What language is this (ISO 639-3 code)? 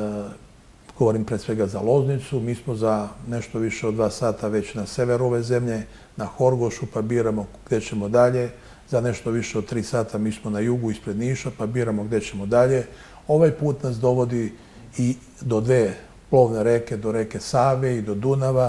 srp